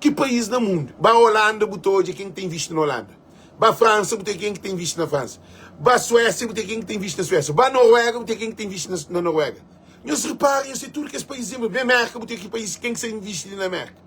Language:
Kabuverdianu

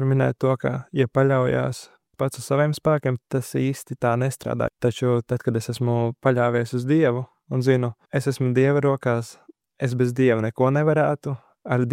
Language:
Latvian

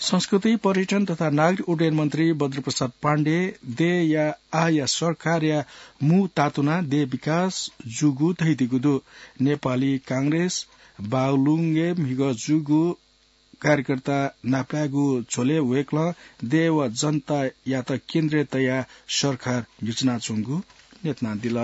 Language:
Newari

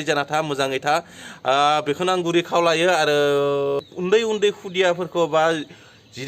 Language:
Bodo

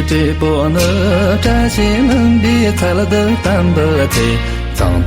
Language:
Tibetan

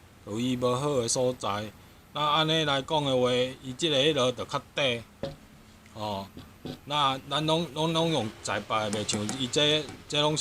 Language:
Min Nan Chinese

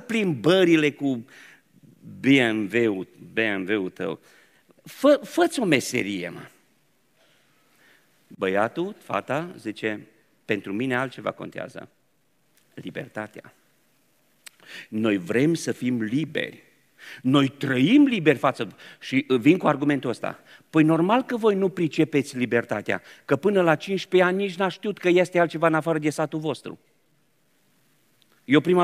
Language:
Romanian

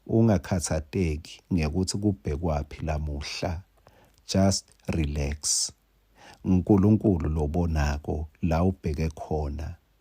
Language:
Swati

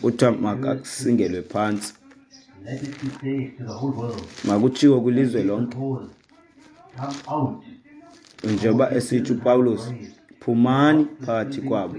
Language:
Xhosa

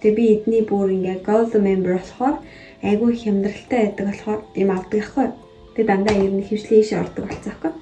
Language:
Mongolian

